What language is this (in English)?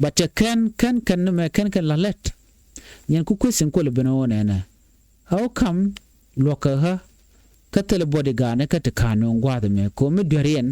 Nuer